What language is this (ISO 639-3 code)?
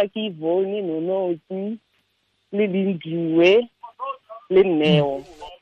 tsn